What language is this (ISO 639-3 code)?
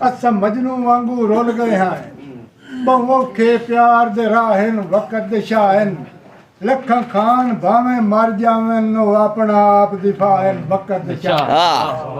skr